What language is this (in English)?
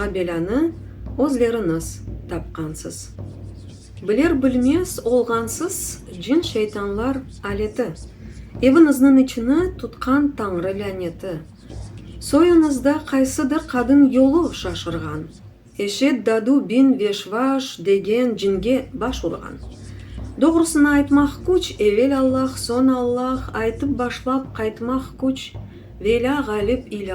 Crimean Tatar